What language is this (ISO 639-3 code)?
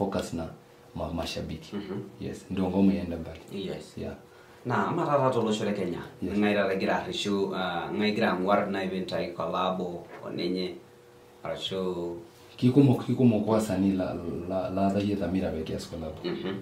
mas